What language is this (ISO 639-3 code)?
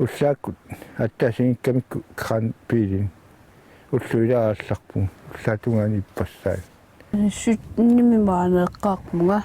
kal